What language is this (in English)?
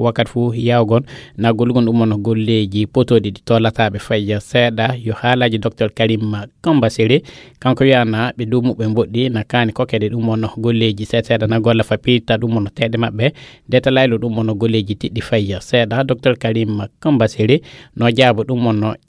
Fula